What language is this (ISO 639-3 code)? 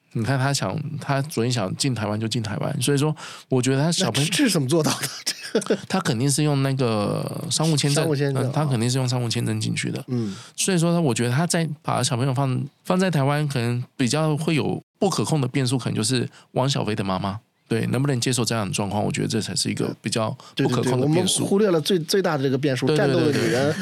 zho